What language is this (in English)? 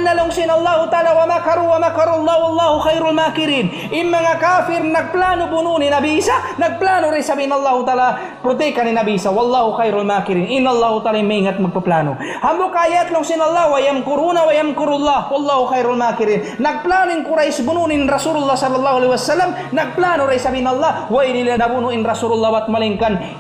Tausug